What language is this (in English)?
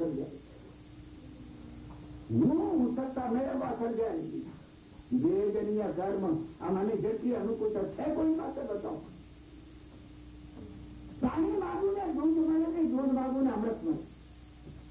Gujarati